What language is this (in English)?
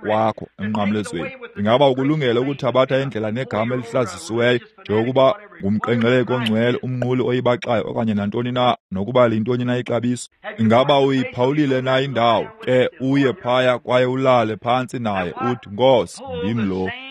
Xhosa